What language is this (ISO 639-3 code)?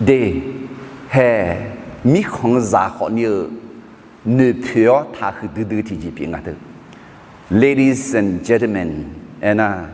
ahk